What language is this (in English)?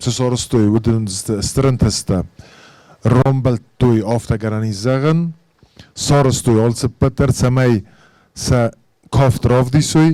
Ossetic